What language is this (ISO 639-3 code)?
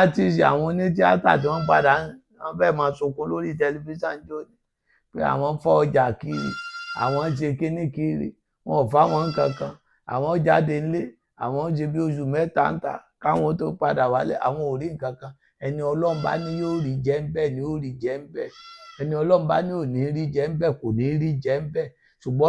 yor